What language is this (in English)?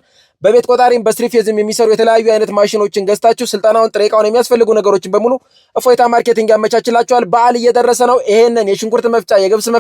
Amharic